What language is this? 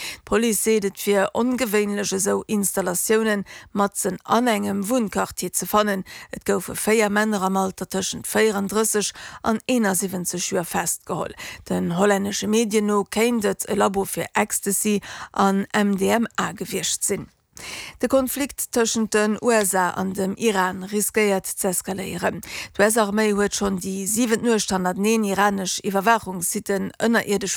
Luxembourgish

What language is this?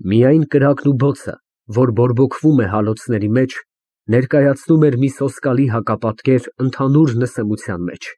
Armenian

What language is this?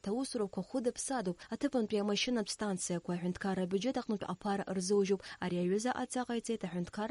Abkhazian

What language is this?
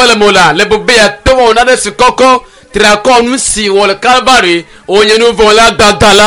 Ewe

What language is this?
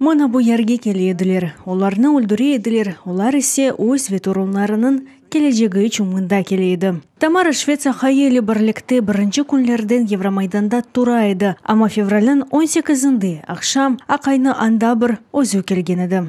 Crimean Tatar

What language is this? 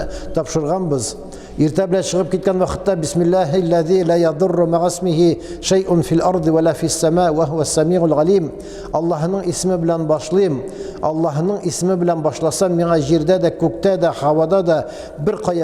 Tatar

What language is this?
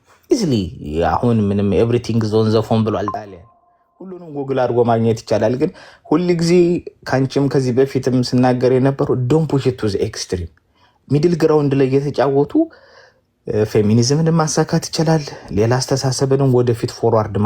Amharic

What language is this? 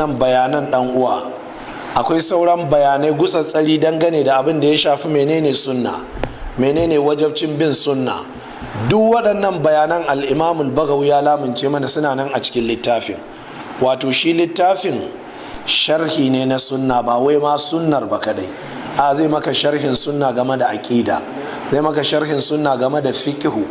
Hausa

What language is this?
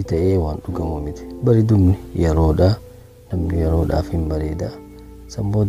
Oromo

